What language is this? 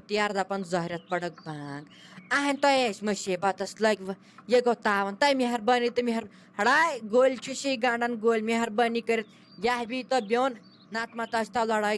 Kashmiri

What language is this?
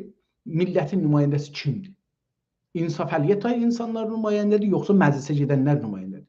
South Azerbaijani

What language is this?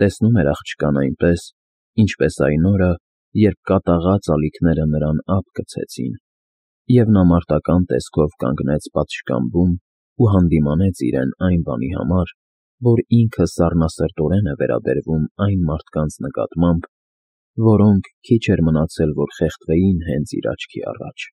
Armenian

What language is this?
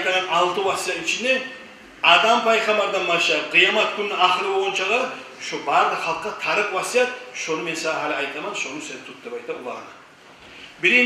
Kumyk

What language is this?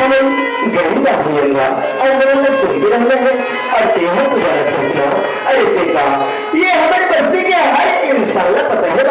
Chhattisgarhi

